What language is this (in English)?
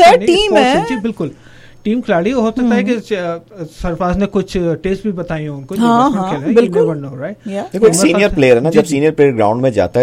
Hindi